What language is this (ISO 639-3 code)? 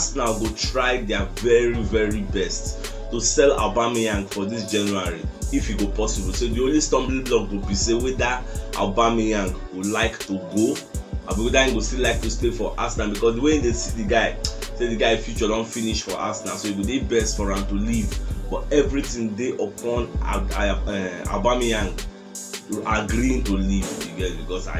pcm